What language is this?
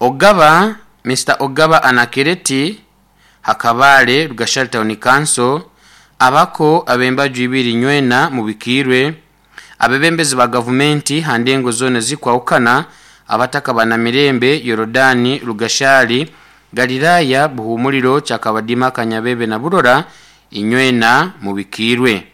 Nyoro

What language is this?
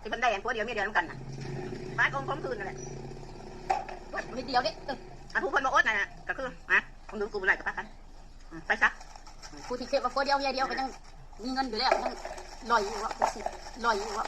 Lao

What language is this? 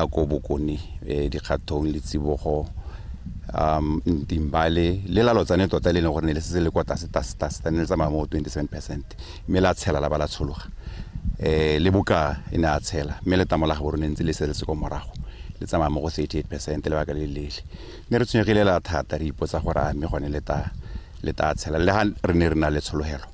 Tswana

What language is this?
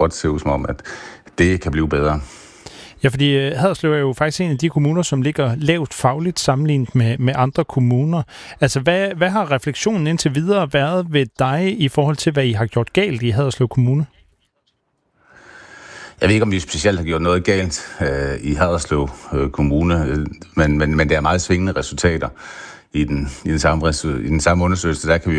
Danish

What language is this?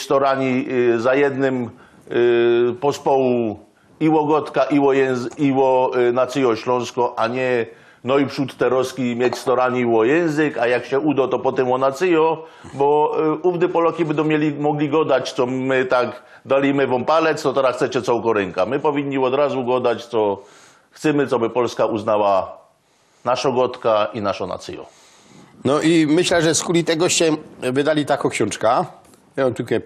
Silesian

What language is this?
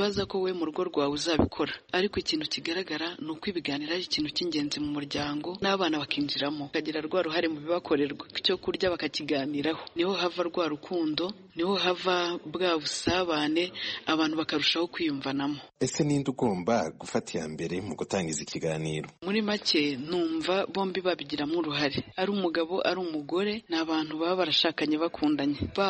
Kinyarwanda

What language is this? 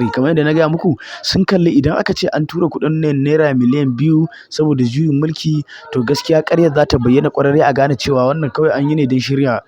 Hausa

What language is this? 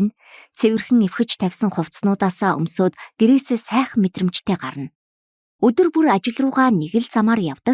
Mongolian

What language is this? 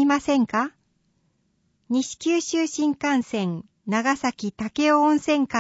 Japanese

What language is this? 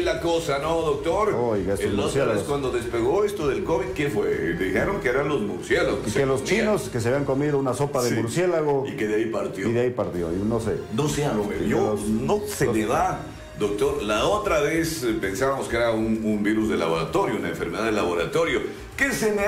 Spanish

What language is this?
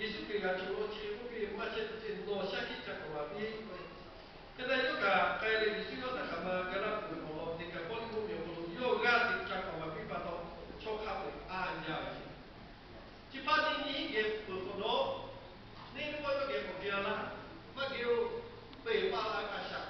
Lahu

